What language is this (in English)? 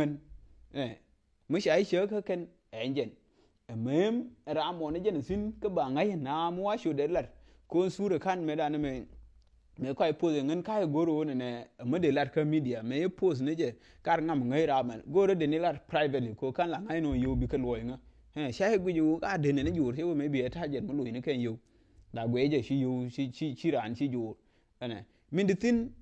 Nuer